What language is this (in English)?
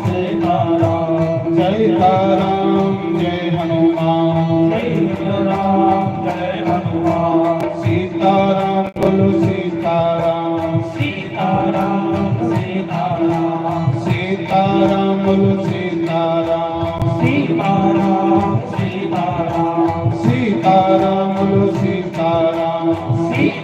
Dogri